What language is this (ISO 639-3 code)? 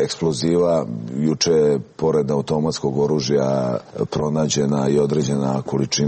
srp